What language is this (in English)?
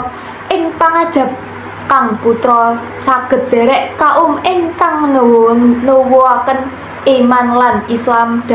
Javanese